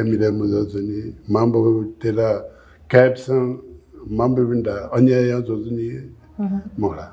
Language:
Newari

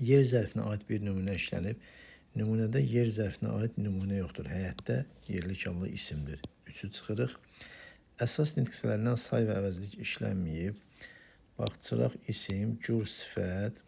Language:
Azerbaijani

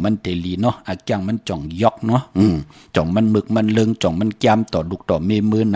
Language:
Shan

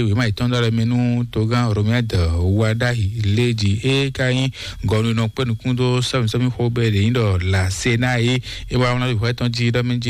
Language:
Fon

